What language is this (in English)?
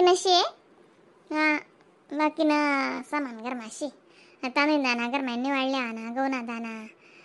Khandesi